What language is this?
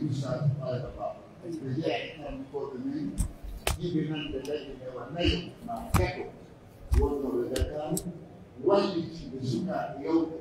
Pular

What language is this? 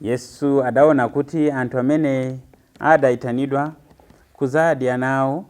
Nyanja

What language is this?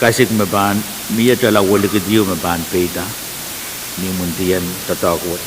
Pohnpeian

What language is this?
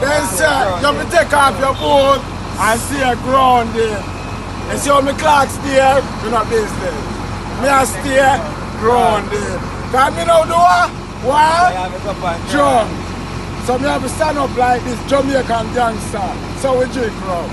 Jamaican Creole English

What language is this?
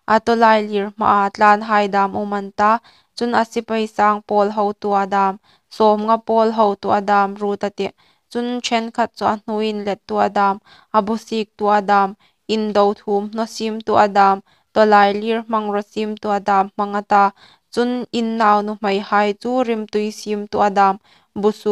Hmar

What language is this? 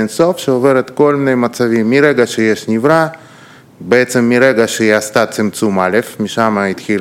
Hebrew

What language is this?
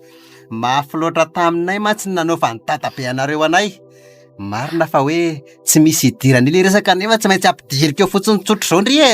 Malagasy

